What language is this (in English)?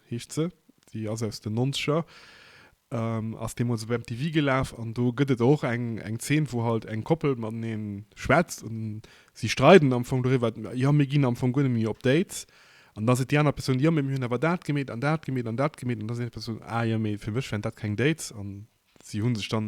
Luxembourgish